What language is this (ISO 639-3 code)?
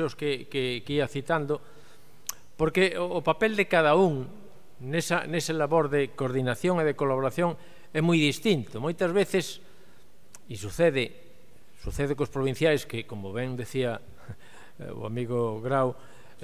glg